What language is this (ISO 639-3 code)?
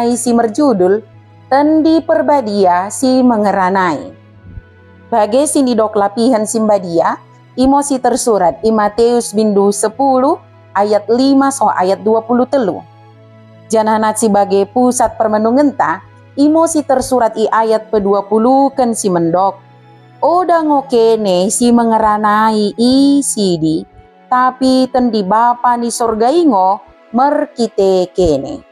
btd